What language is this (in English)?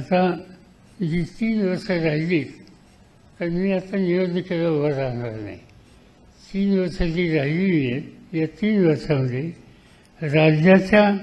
Marathi